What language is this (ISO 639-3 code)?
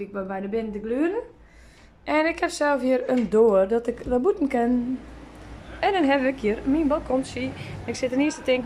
fry